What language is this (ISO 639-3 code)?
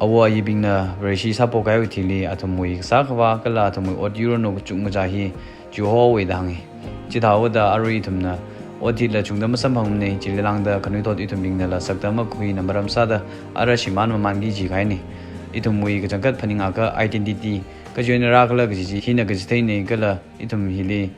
nmf